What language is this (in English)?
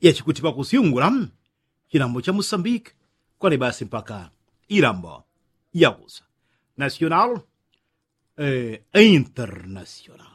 Yao